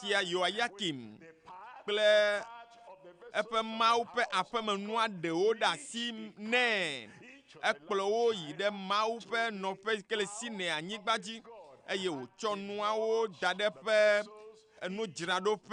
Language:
Ewe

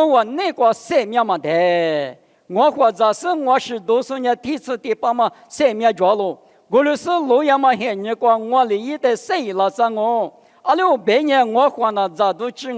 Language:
Lisu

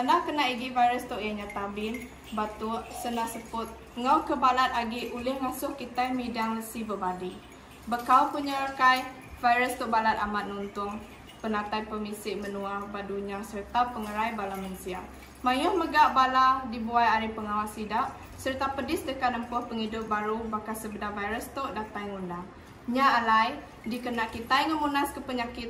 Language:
Iban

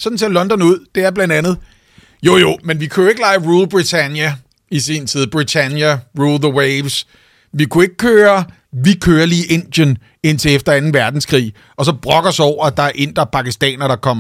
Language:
Danish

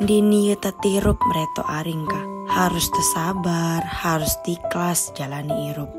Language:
Sasak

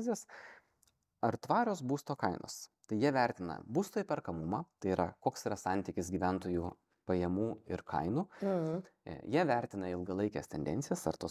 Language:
Lithuanian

